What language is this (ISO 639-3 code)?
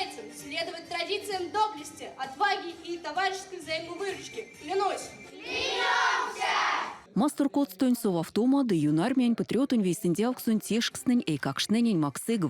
myv